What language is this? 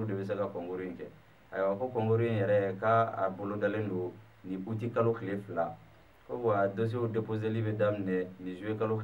Bambara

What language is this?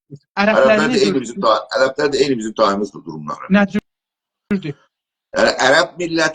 South Azerbaijani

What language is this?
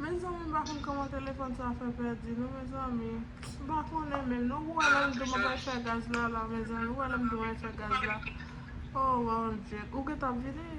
Haitian Creole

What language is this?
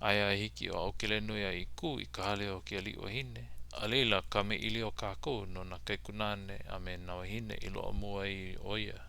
Hawaiian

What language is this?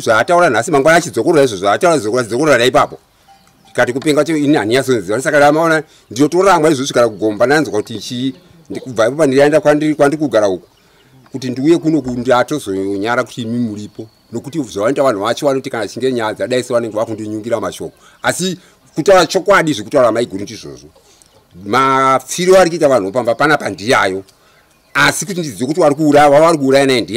Shona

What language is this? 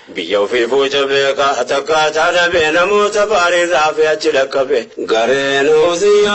Oromo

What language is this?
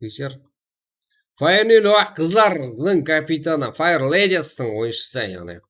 Kara-Kalpak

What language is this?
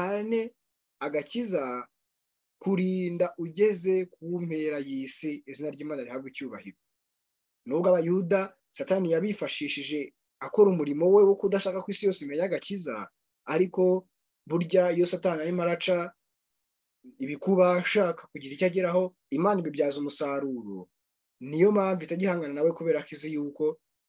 Kinyarwanda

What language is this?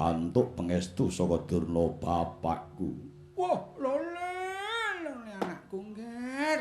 Javanese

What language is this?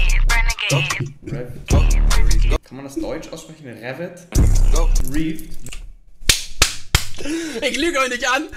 German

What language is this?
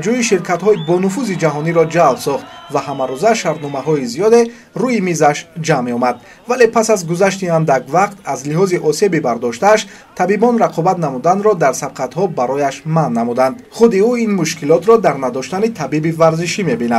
Tajik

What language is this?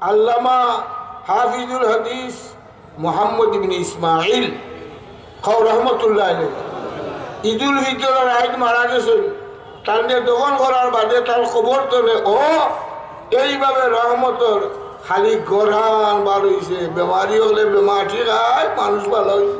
Sylheti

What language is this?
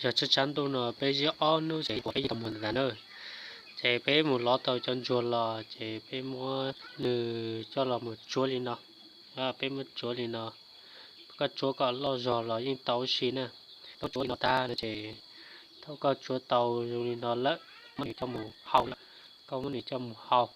Hmong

